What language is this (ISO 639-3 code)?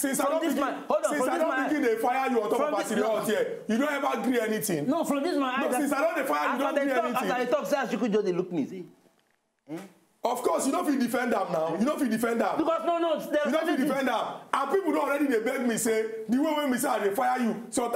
pcm